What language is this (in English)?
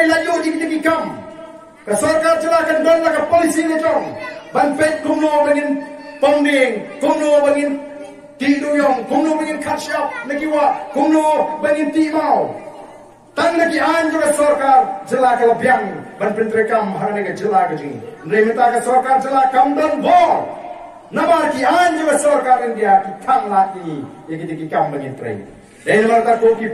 Khasi